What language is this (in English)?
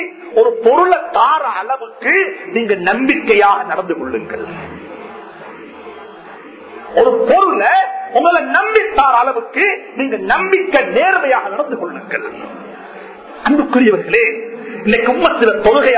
Tamil